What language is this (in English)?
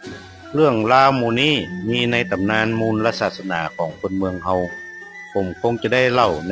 Northern Thai